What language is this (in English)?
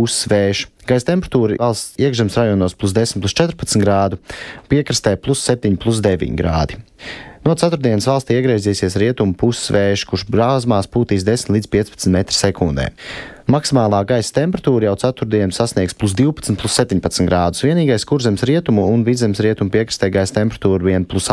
Latvian